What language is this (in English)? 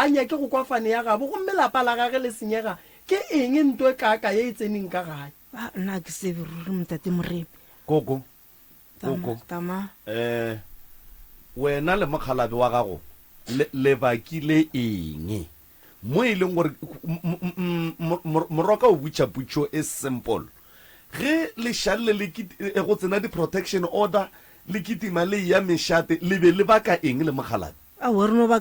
Northern Sotho